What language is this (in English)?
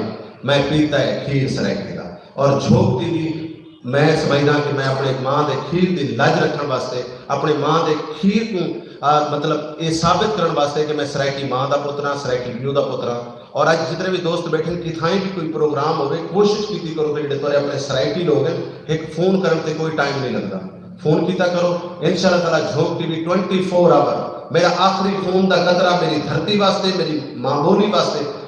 Saraiki